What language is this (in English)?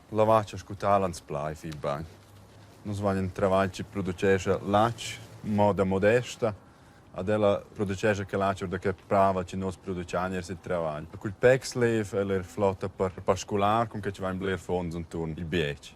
Romansh